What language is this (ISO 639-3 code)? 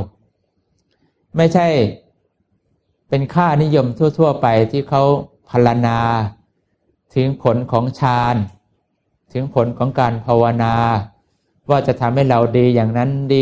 tha